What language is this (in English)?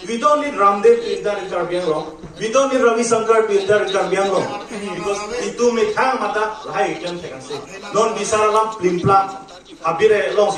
Karbi